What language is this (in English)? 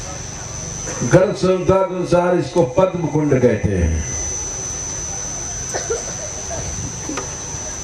Hindi